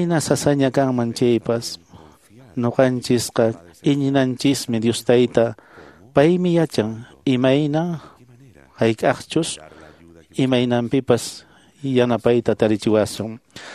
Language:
Quechua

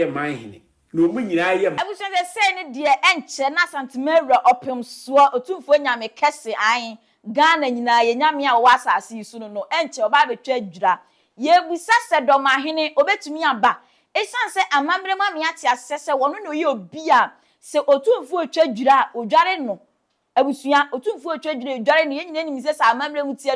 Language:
Akan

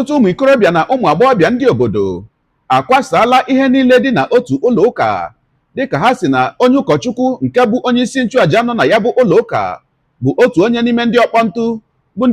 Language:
Igbo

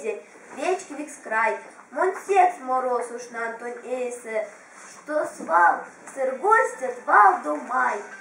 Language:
Erzya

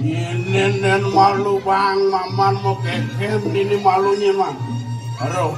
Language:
Balinese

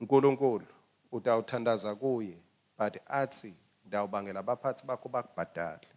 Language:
Swati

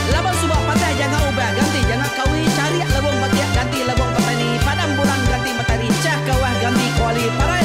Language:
Iban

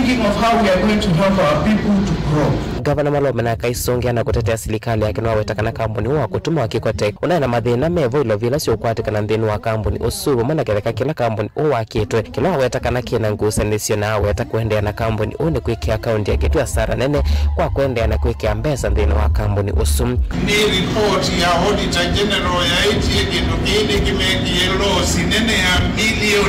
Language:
Kamba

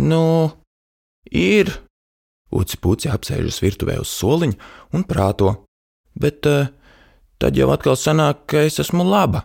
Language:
Latvian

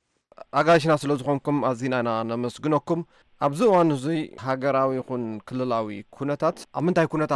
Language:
Tigrinya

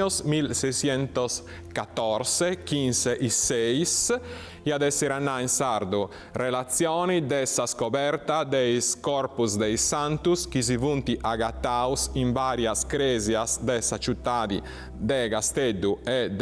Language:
Sardinian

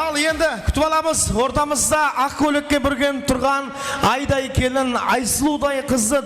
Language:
Kara-Kalpak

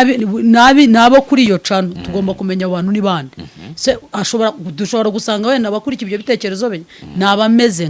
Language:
Kinyarwanda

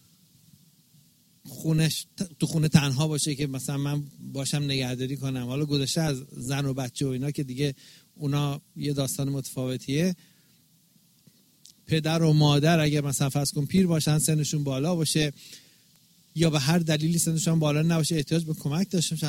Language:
Persian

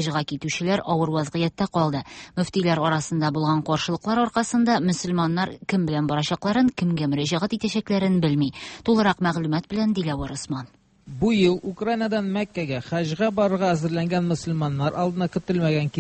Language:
Tatar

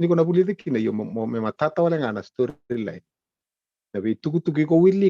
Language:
Fijian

